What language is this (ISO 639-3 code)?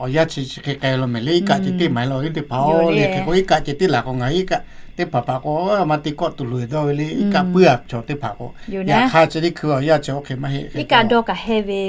lhu